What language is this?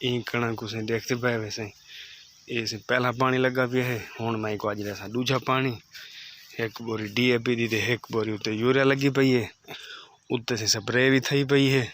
Saraiki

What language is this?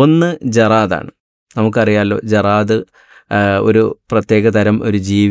Malayalam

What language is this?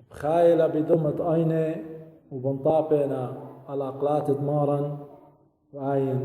Assyrian Neo-Aramaic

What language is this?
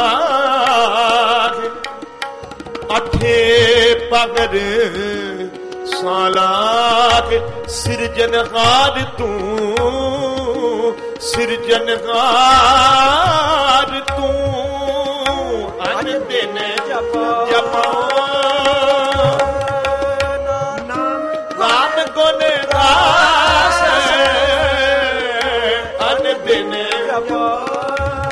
Punjabi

